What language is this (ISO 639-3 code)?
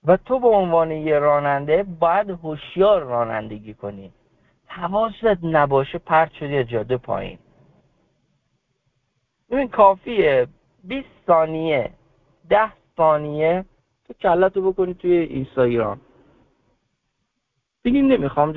fas